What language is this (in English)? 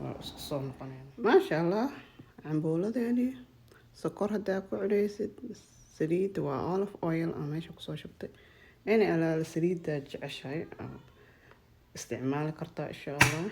Somali